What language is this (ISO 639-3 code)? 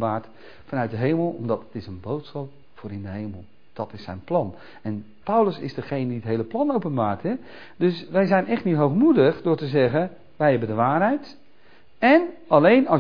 nld